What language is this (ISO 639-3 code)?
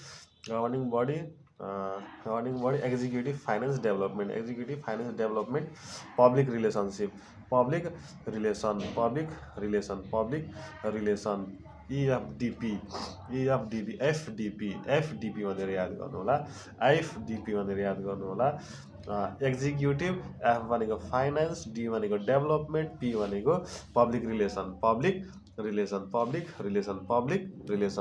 nep